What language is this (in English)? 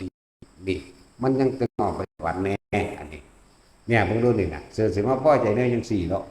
Northeastern Thai